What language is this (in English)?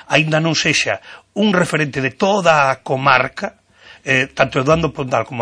Galician